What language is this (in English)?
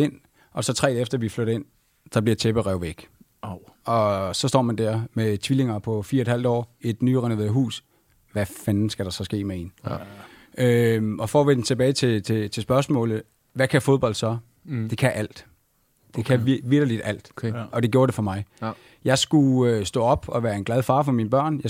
Danish